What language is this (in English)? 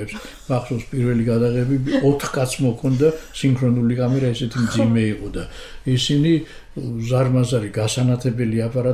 Georgian